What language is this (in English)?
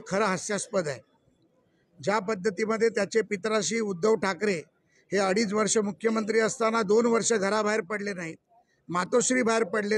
Marathi